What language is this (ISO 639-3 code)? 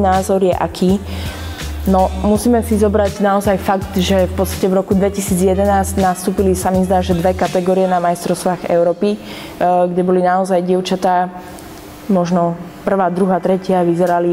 slk